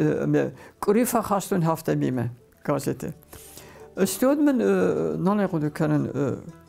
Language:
Ossetic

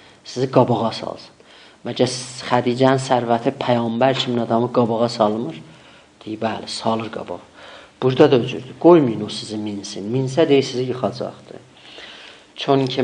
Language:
South Azerbaijani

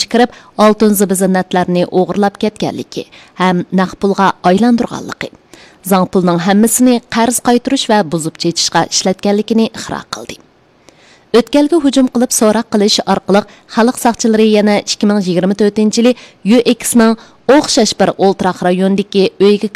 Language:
Uyghur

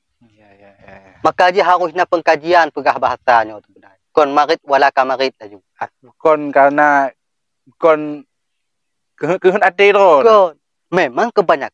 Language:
Achinese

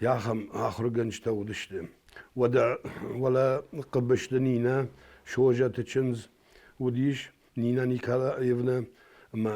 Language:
Ossetic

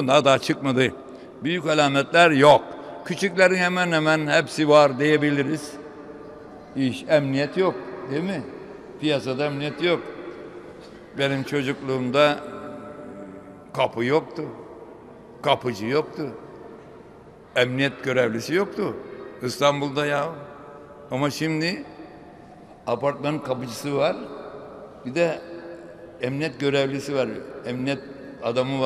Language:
Turkish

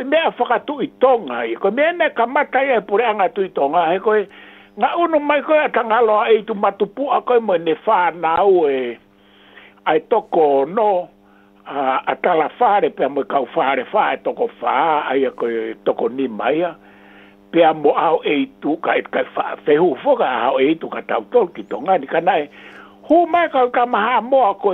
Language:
Tongan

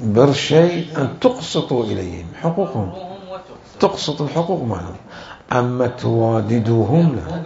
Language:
Mesopotamian Arabic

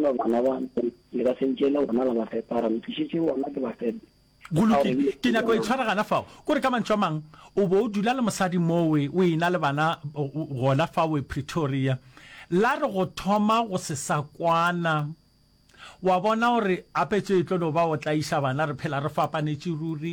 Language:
Northern Sotho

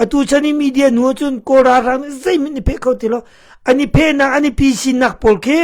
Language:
Hakha Chin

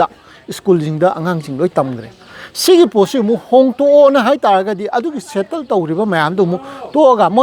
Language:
Manipuri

